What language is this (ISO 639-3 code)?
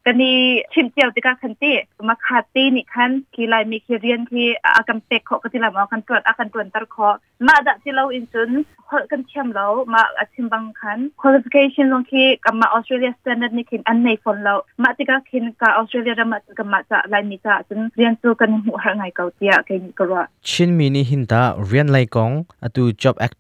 cnh